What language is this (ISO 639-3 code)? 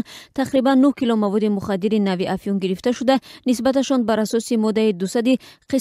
tgk